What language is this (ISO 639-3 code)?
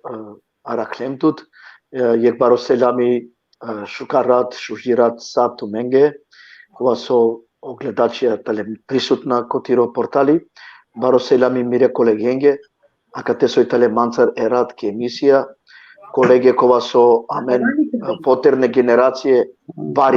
rmn